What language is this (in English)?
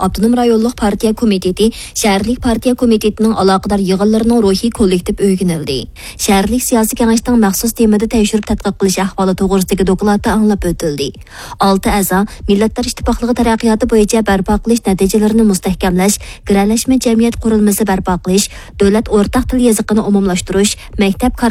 Uyghur